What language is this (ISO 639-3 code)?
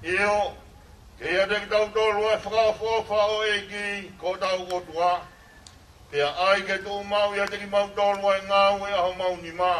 ton